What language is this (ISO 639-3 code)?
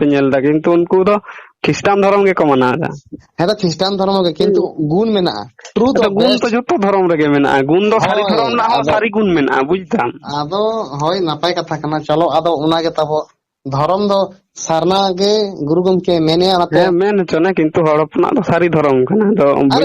sat